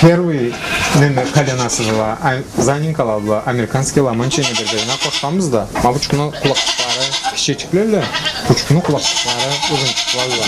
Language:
Karachay-Balkar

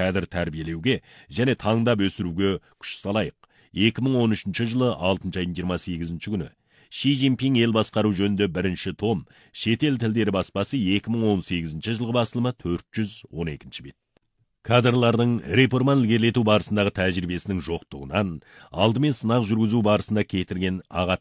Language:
Kazakh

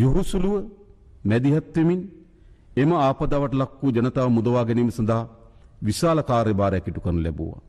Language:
Sinhala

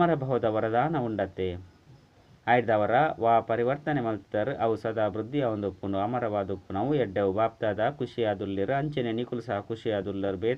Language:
Tulu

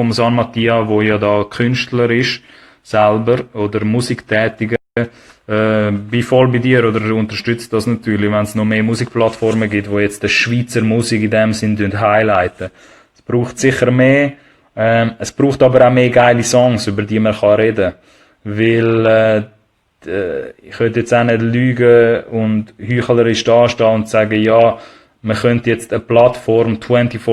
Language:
Swiss German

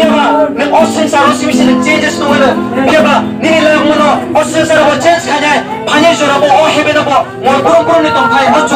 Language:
Kok Borok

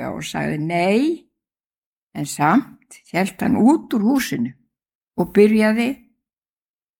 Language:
Icelandic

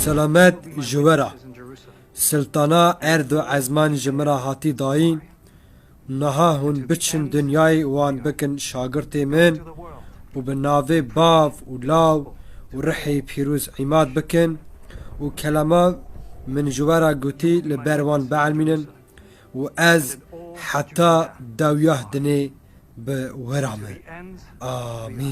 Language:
Kurdish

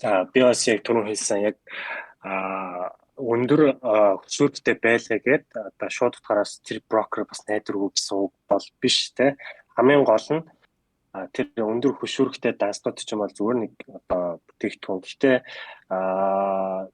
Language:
Mongolian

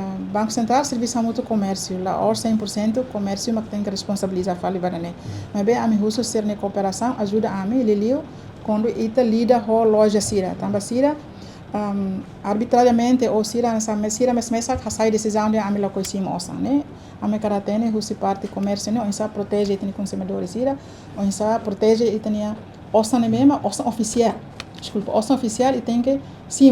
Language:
Tetum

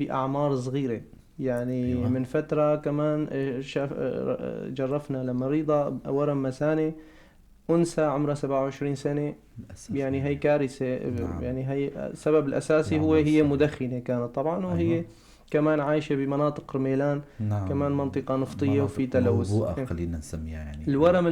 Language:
North Levantine Arabic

